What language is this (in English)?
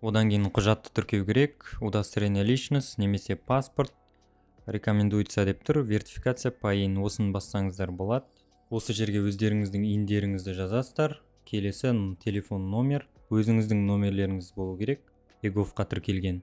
Kazakh